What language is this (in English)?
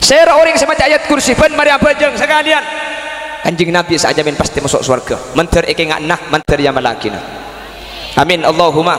Madurese